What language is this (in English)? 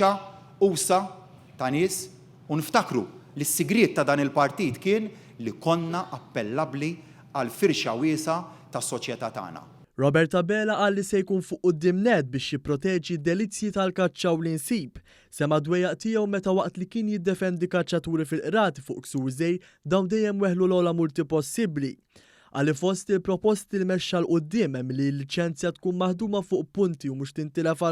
Maltese